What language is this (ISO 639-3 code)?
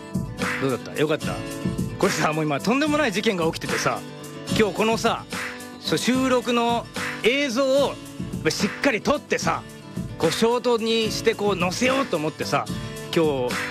jpn